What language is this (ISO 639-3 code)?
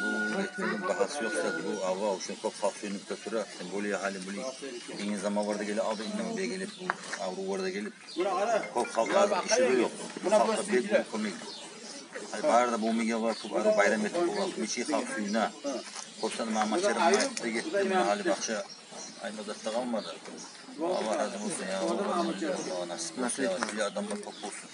kum